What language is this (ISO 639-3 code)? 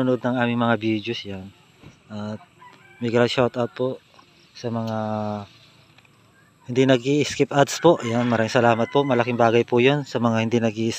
fil